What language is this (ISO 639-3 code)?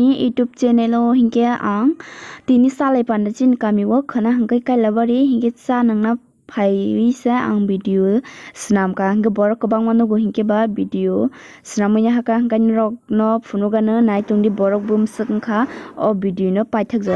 trp